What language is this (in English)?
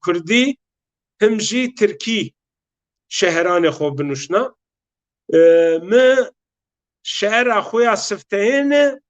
Zaza